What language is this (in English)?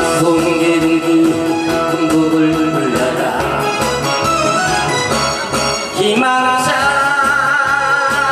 Korean